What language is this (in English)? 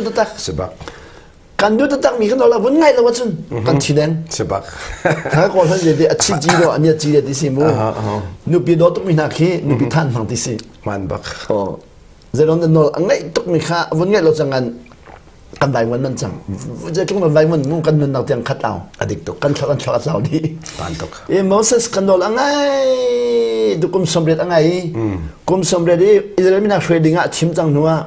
Hakha Chin